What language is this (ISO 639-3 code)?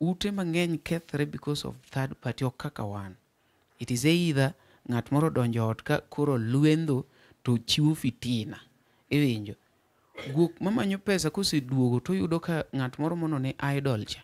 luo